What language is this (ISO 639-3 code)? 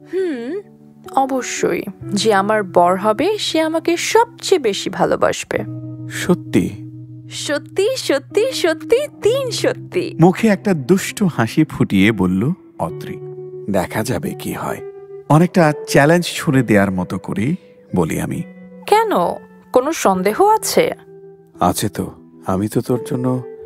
ben